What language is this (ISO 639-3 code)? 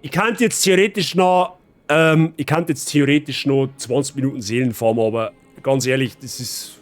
bar